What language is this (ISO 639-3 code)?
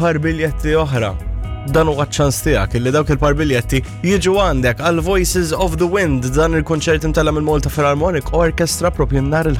mlt